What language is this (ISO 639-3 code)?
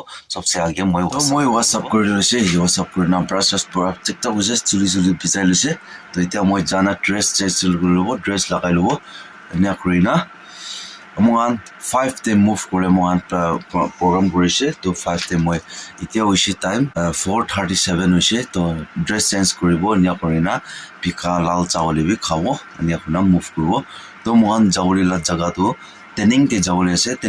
nag